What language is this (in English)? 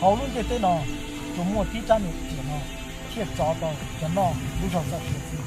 Hmong